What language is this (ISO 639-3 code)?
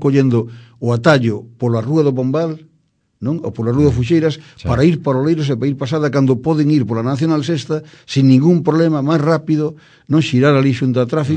glg